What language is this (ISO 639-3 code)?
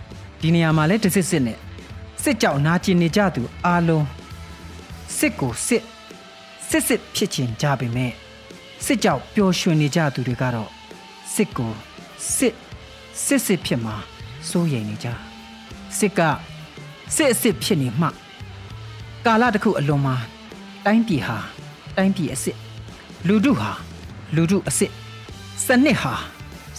mya